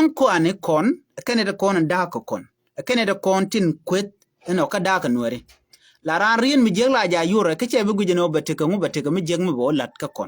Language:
Nuer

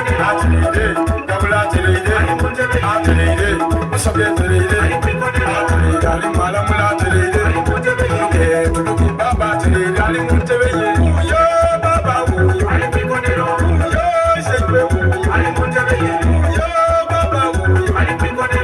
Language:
Soga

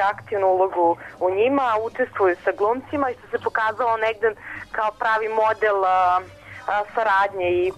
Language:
Serbian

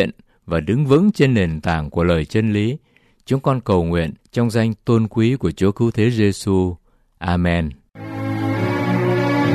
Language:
Vietnamese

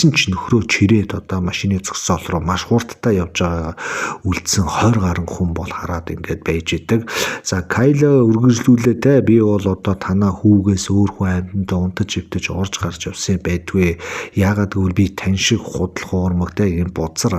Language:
Mongolian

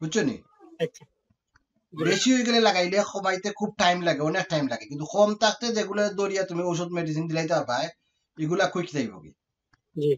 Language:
Sylheti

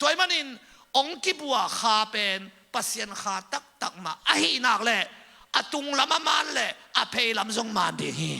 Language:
Tedim Chin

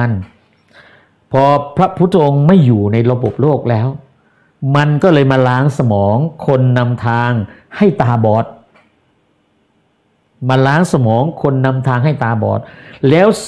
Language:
Thai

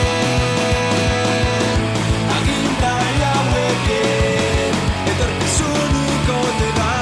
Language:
Basque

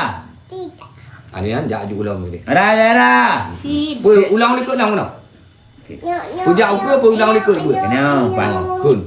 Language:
Achinese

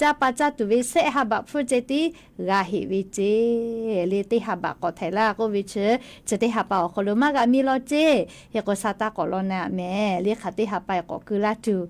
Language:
Lahu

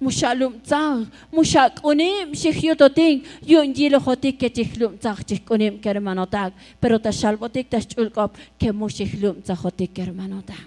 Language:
Tzotzil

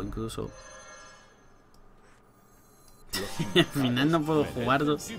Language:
Spanish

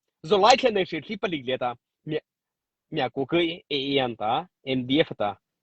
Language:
Mara Chin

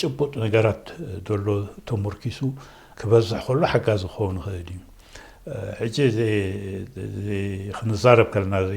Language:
Tigrinya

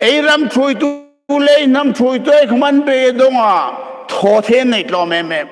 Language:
Hmar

